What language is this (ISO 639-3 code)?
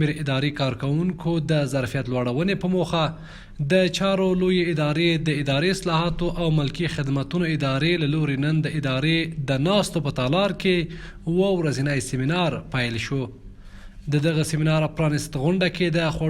pus